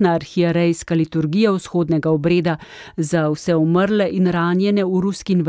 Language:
Slovenian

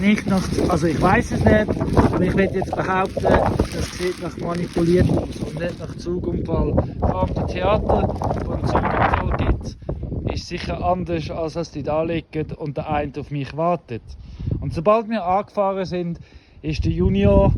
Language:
Swiss German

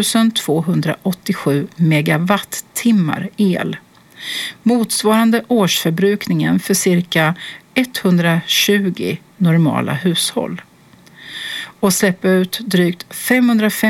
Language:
Swedish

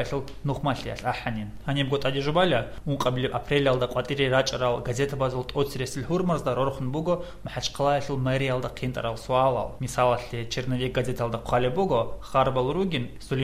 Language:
Avaric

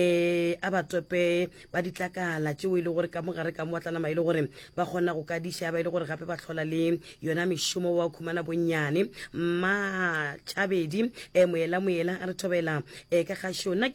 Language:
Northern Sotho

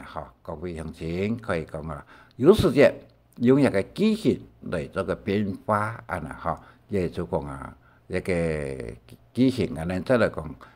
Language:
Hakka Chinese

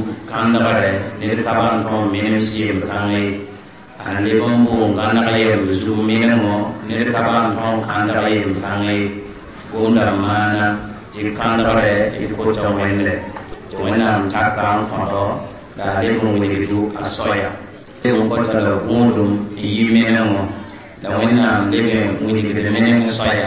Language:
Mossi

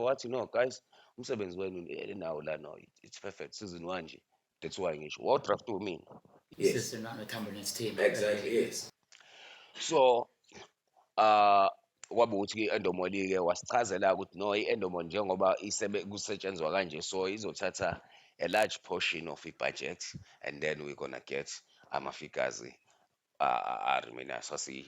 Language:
Zulu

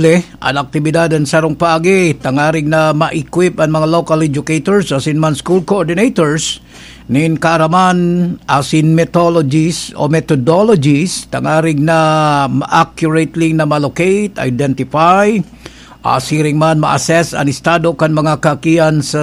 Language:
Bikol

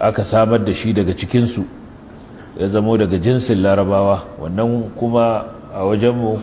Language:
Hausa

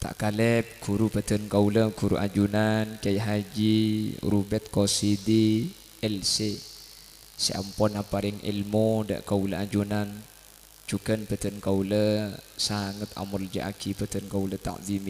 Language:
Madurese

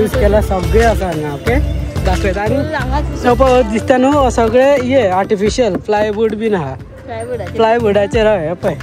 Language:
Konkani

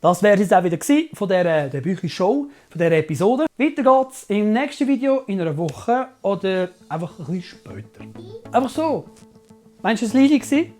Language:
Swiss German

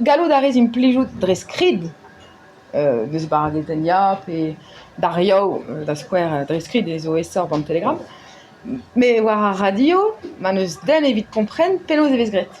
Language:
Breton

